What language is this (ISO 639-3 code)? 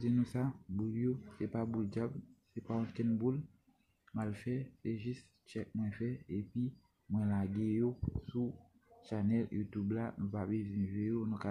hat